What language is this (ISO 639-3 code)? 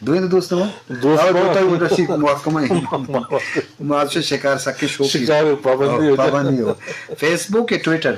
bgp